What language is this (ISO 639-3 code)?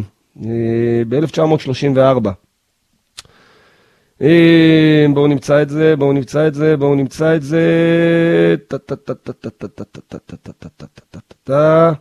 heb